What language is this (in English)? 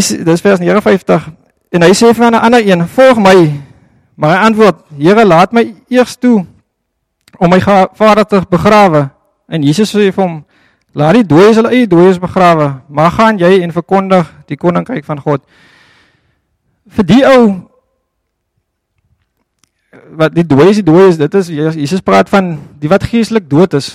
Afrikaans